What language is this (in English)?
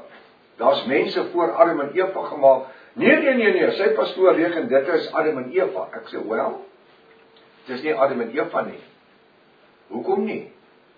Afrikaans